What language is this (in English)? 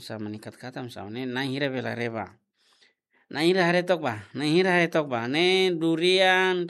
Tetum